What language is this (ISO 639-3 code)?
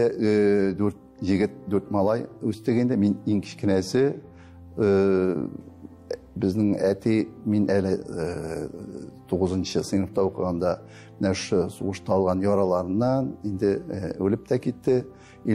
tat